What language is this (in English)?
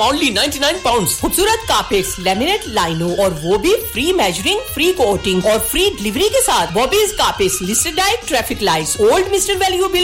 Urdu